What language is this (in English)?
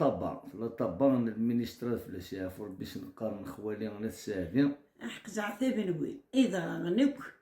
Kabyle